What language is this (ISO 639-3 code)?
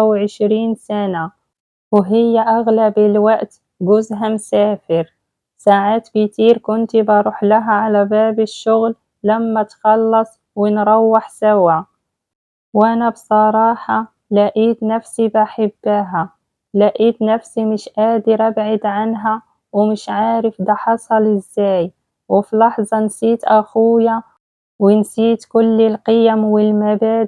arz